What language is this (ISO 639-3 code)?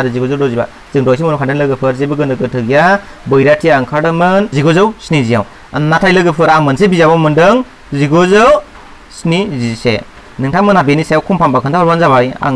brx